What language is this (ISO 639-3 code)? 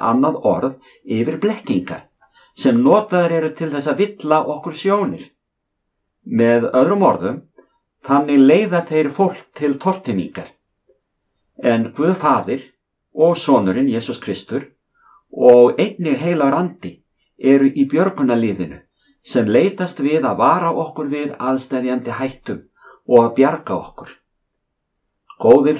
isl